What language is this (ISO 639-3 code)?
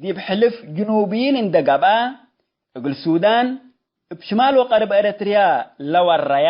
tig